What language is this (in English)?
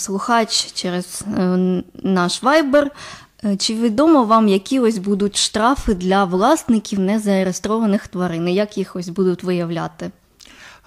Ukrainian